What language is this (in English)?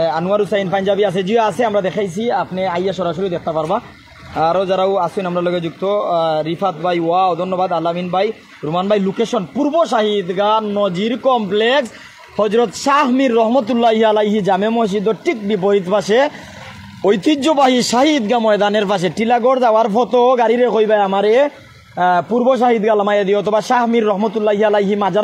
Sylheti